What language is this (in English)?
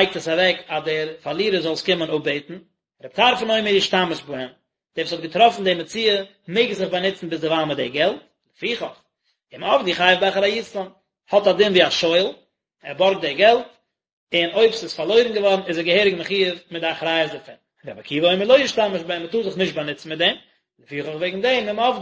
Yiddish